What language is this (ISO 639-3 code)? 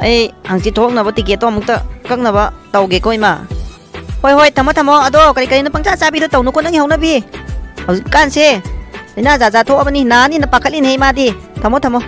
mni